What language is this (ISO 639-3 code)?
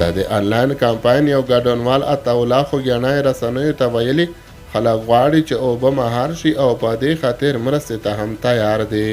pus